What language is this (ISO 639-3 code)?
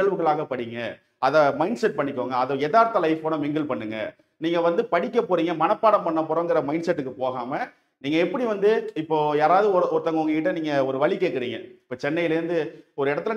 tam